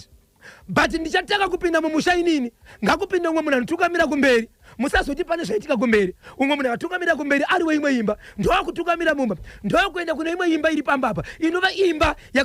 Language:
Shona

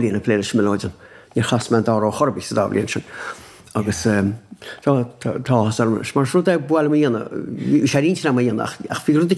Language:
Irish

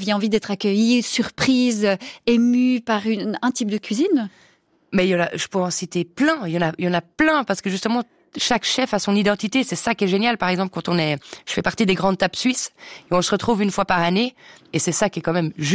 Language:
French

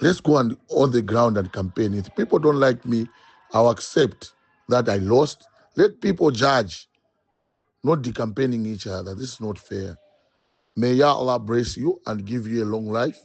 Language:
Nyanja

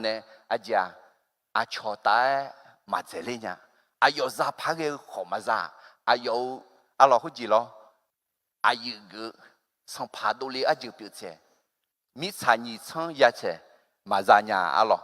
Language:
Akha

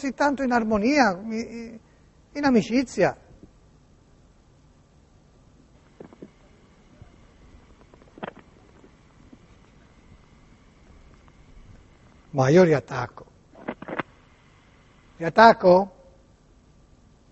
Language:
Italian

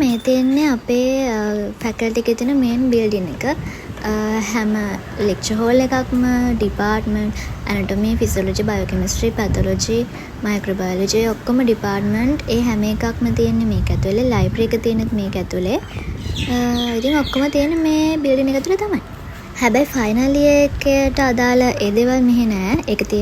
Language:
Sinhala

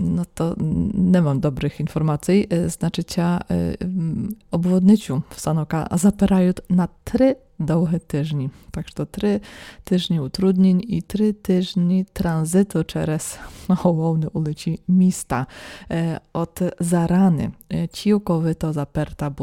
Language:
Rusyn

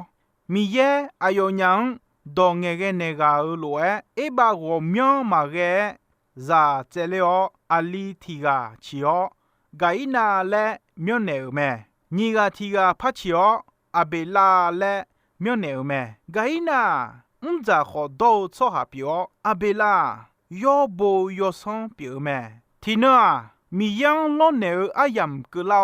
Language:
Akha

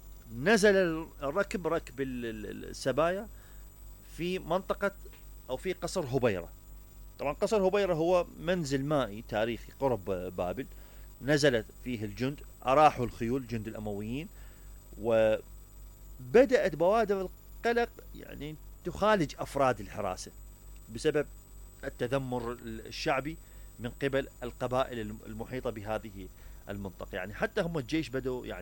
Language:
Mesopotamian Arabic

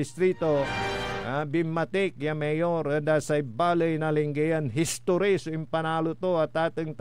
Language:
Pangasinan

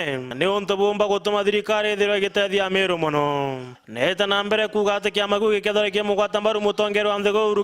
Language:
Meru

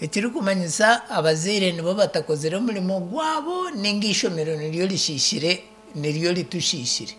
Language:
Nyankole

